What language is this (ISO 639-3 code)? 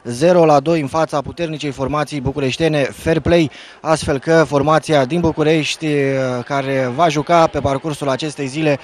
ron